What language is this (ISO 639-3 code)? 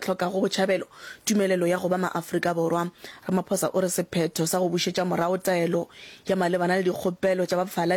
nso